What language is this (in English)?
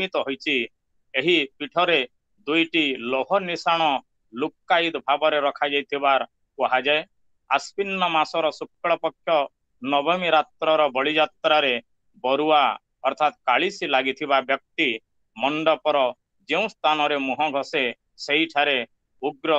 Odia